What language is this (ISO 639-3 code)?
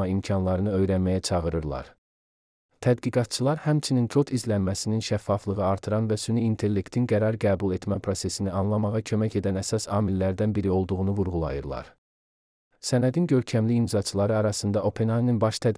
aze